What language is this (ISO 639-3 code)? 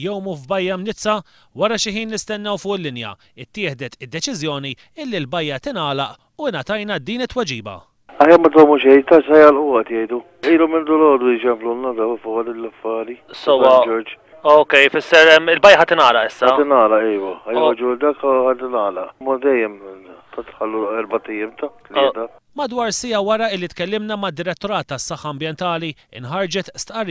mlt